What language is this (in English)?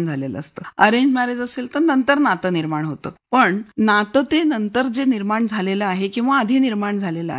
Marathi